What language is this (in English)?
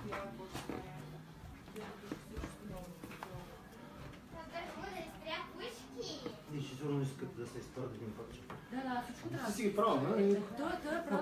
Bulgarian